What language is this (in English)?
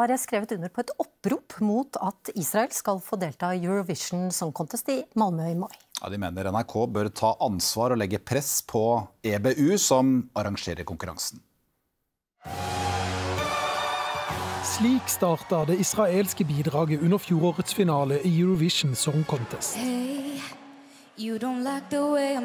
Norwegian